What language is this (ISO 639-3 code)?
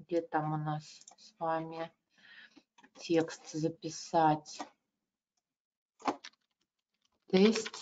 rus